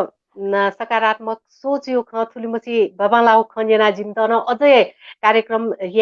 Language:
Newari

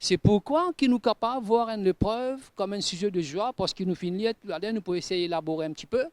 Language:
Morisyen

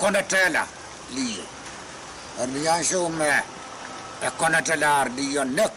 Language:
Pohnpeian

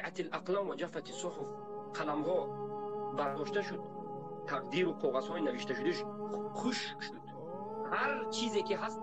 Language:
Tajik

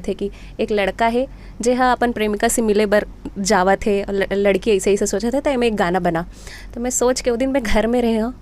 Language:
Chhattisgarhi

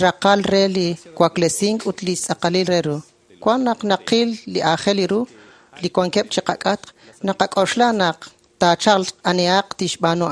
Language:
Kekchí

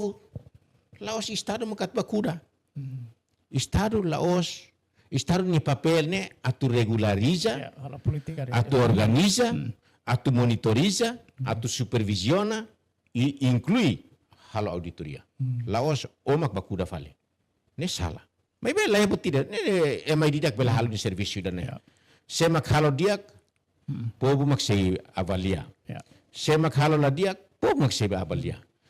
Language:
Tetum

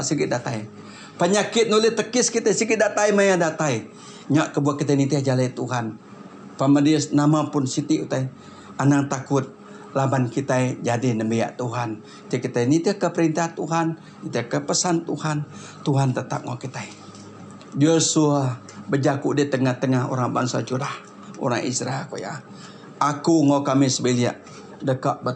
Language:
Iban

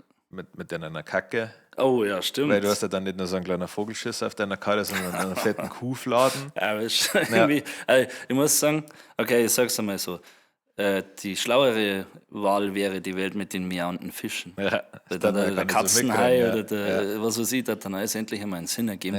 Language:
Bavarian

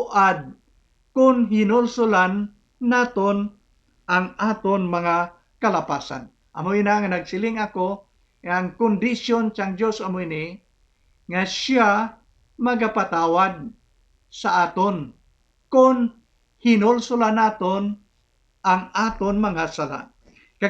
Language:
Hiligaynon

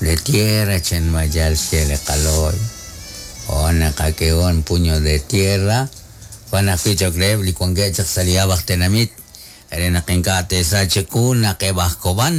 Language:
Kekchí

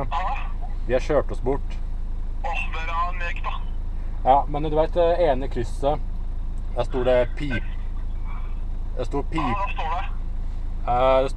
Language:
Norwegian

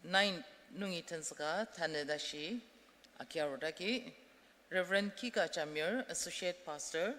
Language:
Ao Naga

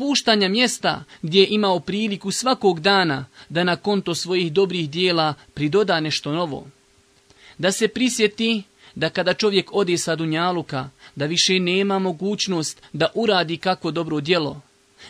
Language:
Bosnian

